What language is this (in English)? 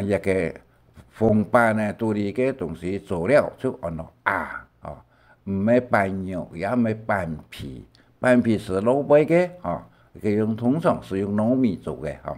Hakka Chinese